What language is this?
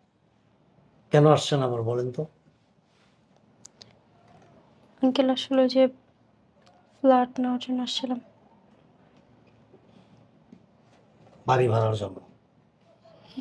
Bangla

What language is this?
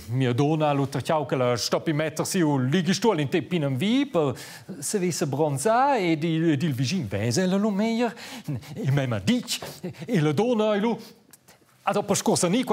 Romansh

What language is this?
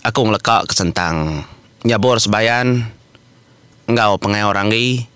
Iban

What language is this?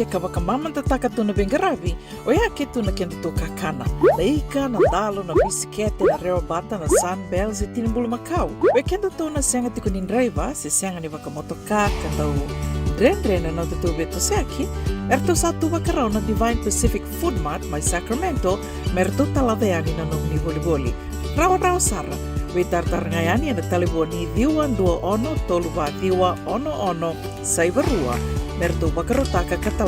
Fijian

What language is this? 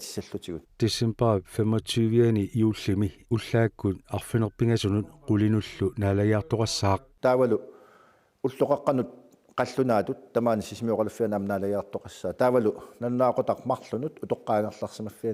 Kalaallisut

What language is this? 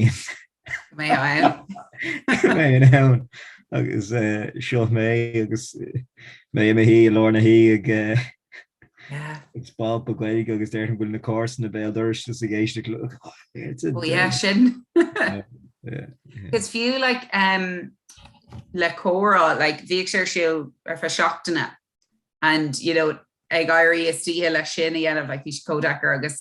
Irish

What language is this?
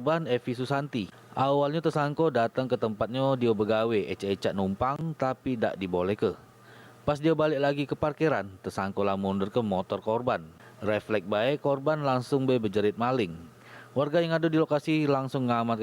Musi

